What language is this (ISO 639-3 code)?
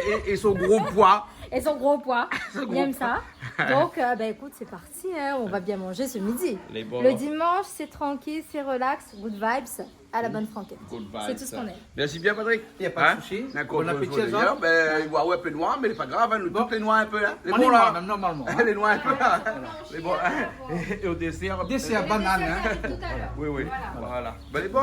rcf